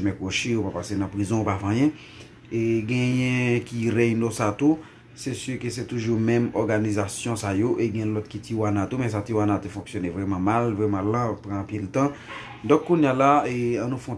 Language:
Haitian Creole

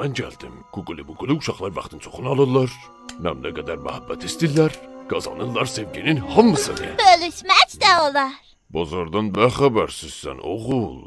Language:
South Azerbaijani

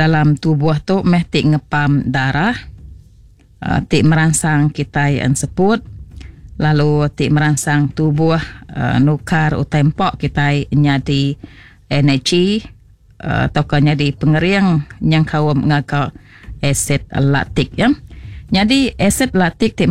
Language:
Iban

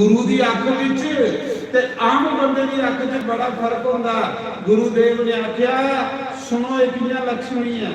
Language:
Dogri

